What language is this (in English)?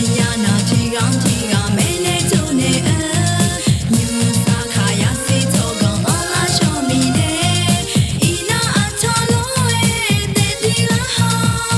Akha